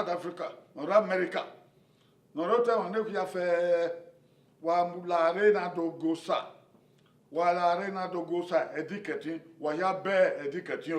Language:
Bini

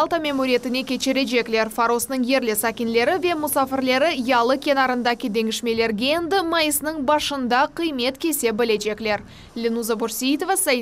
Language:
Crimean Tatar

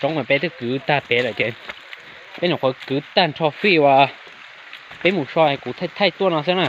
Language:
Hmong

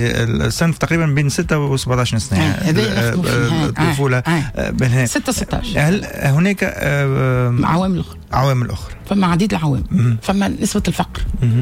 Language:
Tunisian Arabic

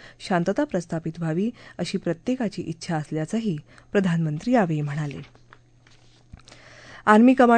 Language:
Marathi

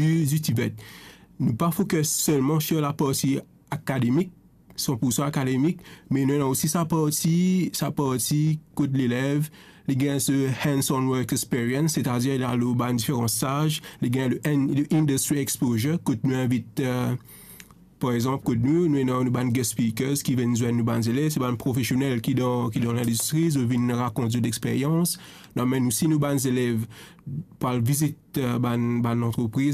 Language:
Morisyen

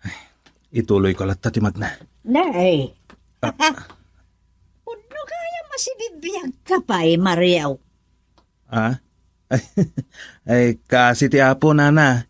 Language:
Iloko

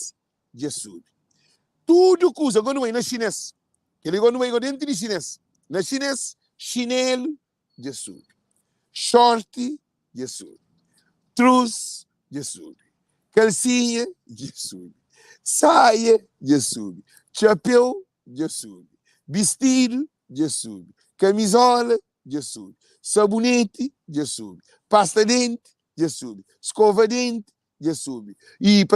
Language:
Kabuverdianu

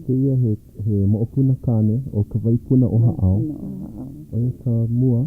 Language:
Hawaiian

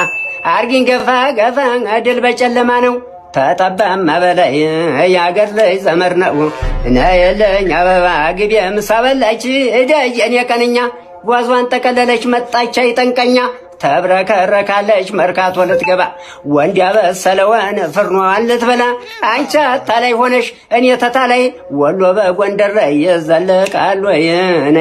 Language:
Amharic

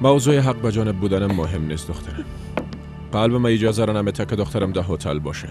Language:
Persian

